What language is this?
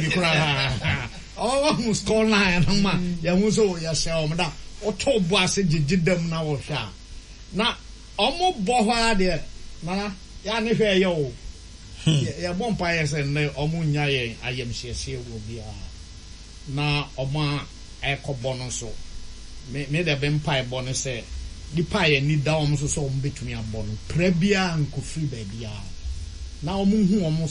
Akan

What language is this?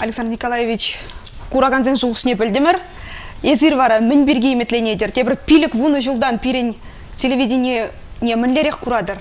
Chuvash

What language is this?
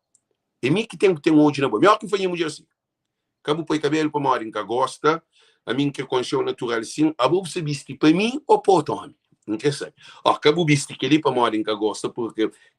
Kabuverdianu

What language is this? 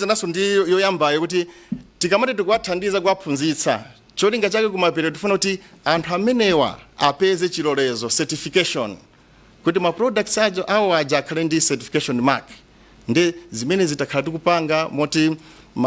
Nyanja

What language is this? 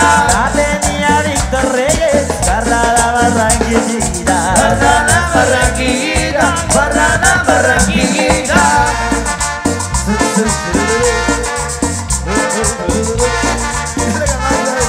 Spanish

